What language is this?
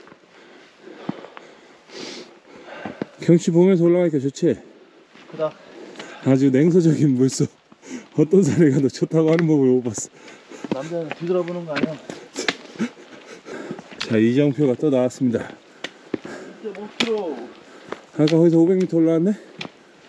Korean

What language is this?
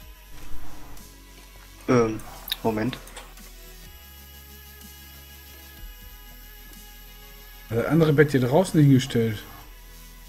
German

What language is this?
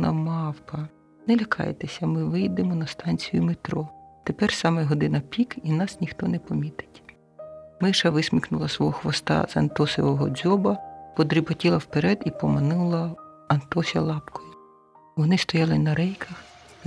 Ukrainian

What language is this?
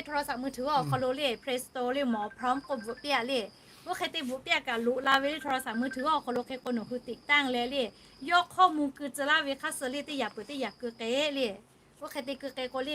Lahu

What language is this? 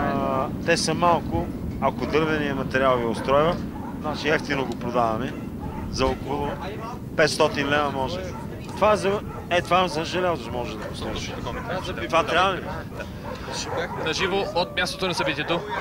Bulgarian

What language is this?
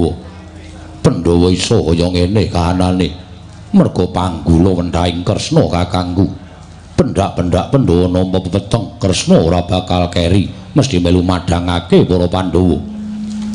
Javanese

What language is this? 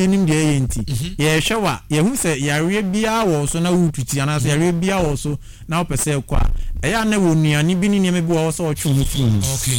Akan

